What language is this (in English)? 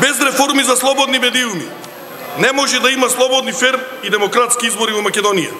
Macedonian